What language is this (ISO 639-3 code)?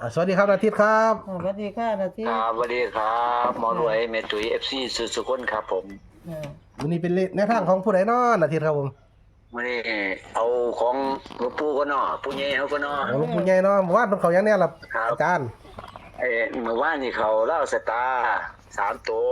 tts